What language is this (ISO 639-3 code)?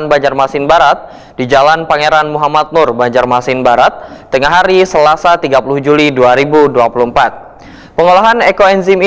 bjn